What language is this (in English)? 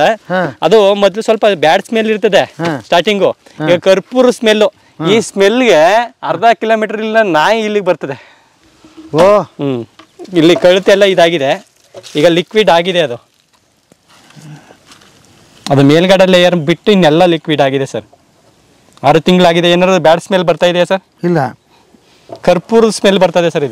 Kannada